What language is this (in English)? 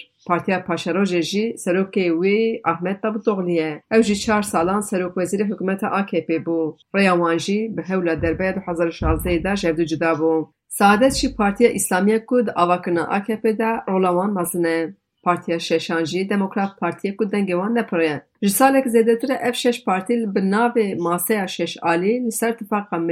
Kurdish